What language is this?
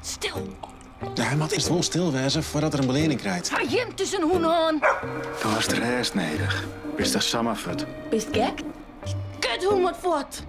Western Frisian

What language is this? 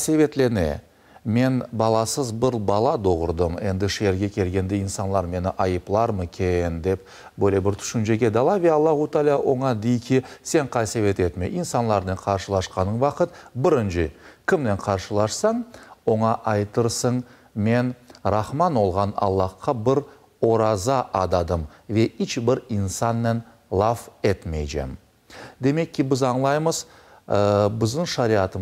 Crimean Tatar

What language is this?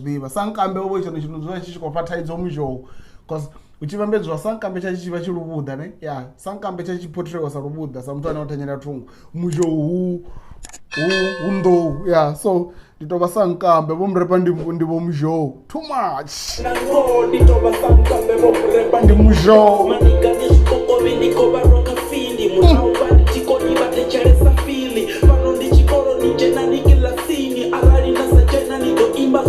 Venda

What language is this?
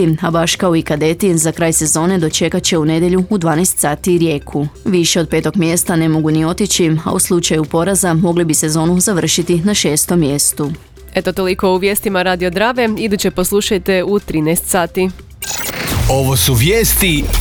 Croatian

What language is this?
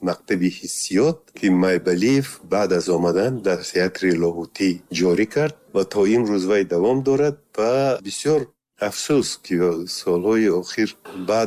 Tajik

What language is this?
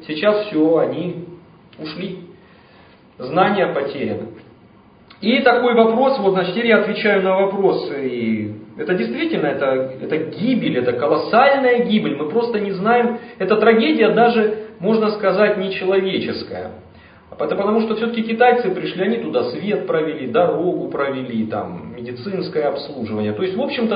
Russian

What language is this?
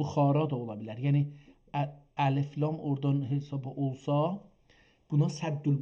South Azerbaijani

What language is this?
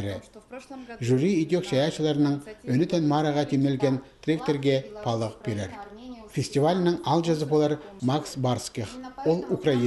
Khakas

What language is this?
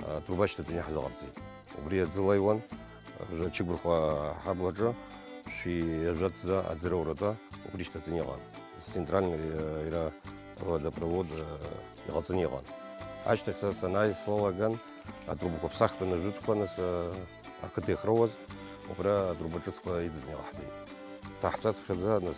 Abkhazian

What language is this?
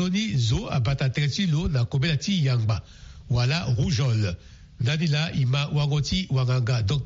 Sango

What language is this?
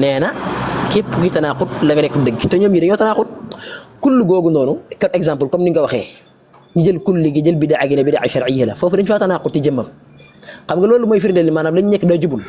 Wolof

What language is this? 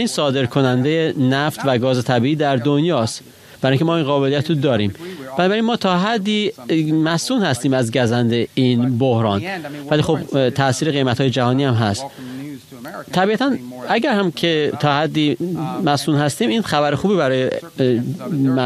Persian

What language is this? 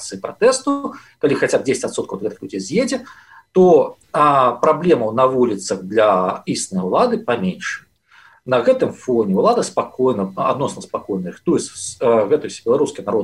Belarusian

